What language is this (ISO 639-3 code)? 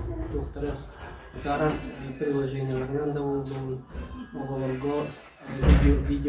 sah